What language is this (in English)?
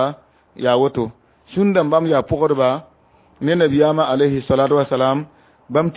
Mossi